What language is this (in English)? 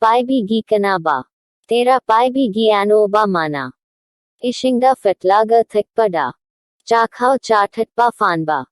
Manipuri